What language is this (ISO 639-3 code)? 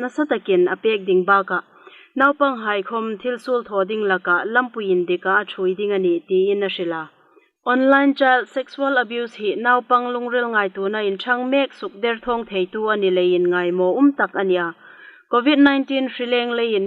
hmr